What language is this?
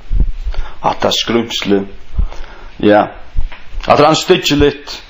Faroese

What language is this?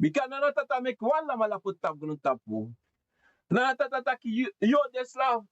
Sranan Tongo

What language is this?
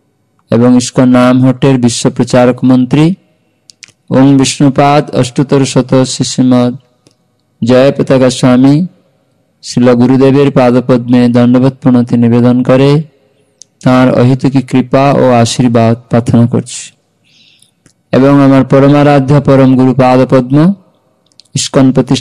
Bangla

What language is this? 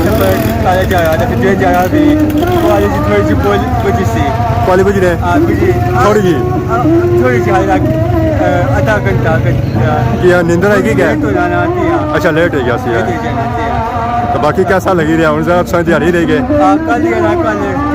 Pahari-Potwari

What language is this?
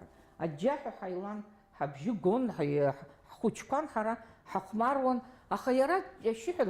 Abkhazian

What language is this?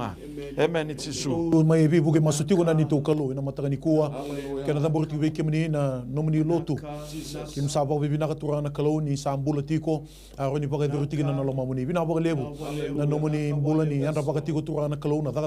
Fijian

